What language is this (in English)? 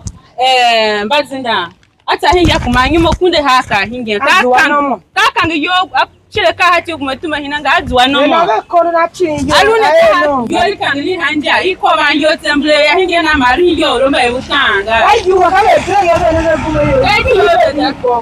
Tiv